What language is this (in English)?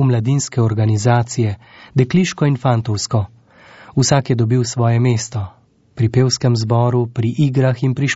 Slovenian